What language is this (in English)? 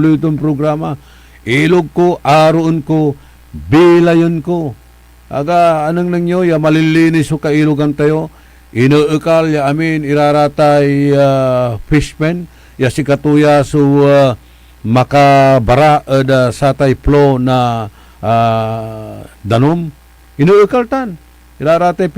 Pangasinan